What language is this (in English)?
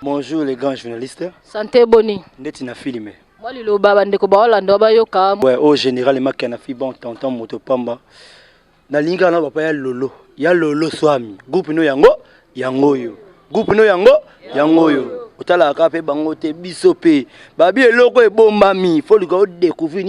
Lingala